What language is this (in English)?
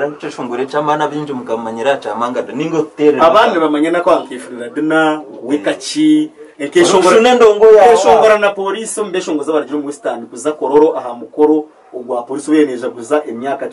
Nyankole